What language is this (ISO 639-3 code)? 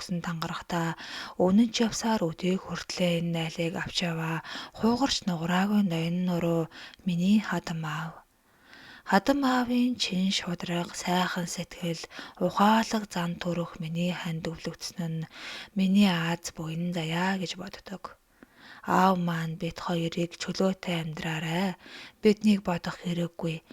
mon